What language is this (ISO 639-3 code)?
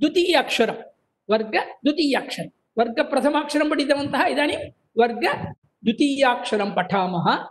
san